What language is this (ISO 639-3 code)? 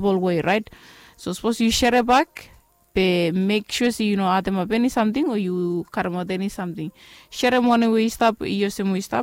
bis